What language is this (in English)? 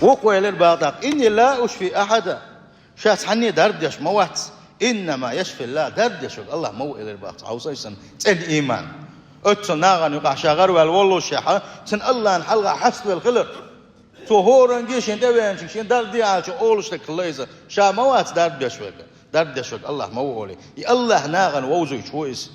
Chechen